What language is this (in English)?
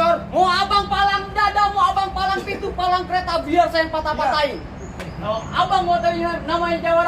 Betawi